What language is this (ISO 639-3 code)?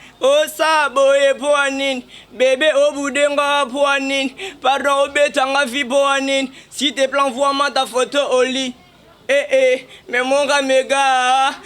lin